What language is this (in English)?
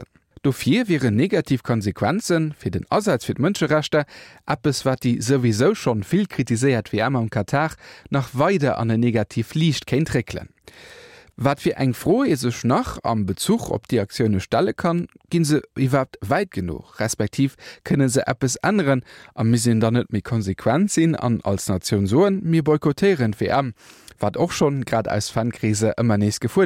Luxembourgish